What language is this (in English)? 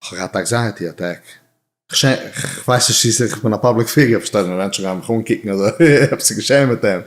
Yiddish